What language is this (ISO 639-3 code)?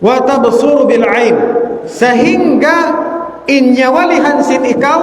tsg